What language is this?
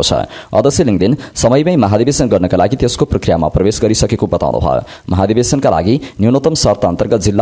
Nepali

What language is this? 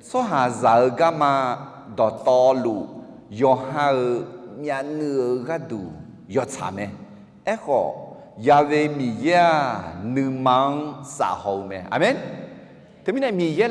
Akha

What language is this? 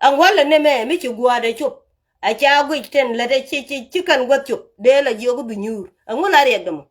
Nuer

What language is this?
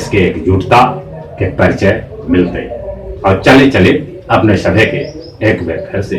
Magahi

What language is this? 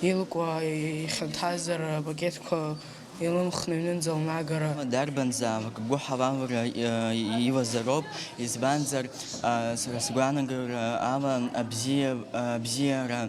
Abkhazian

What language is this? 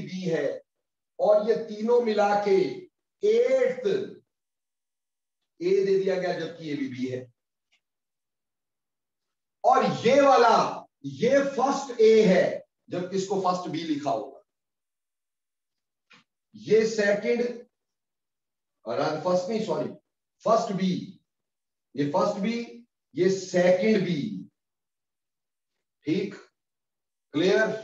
Hindi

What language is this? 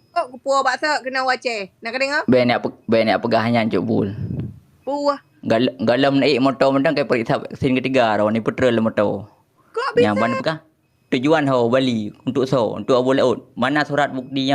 Achinese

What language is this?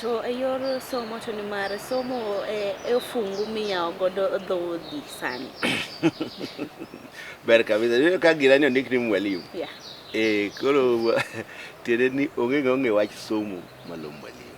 Luo (Kenya and Tanzania)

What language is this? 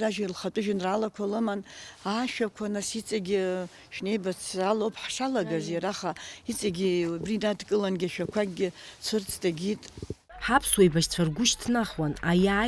Abkhazian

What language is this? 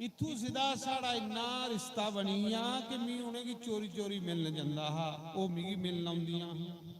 Dogri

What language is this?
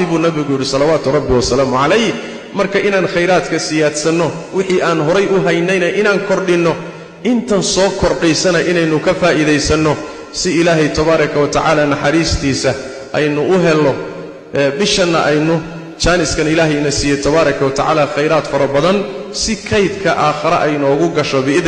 Somali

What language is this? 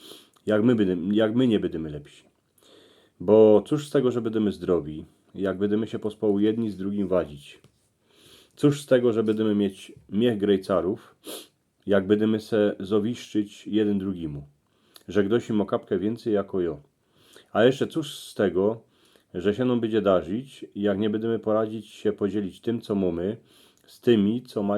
Silesian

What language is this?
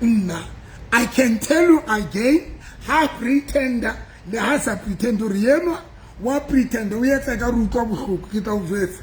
Southern Sotho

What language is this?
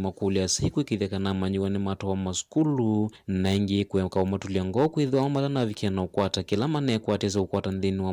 Kamba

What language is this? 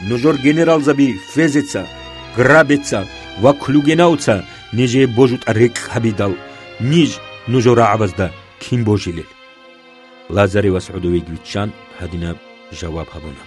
Avaric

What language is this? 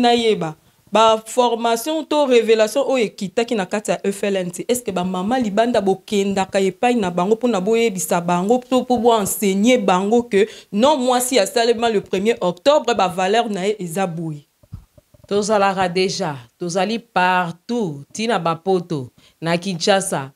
Lingala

